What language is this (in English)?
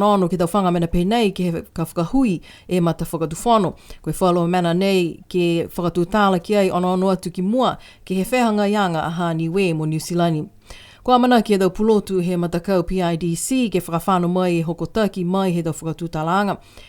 Niuean